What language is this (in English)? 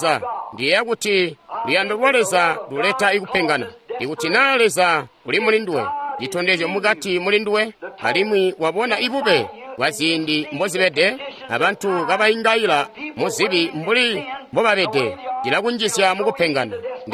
Tonga (Zambia)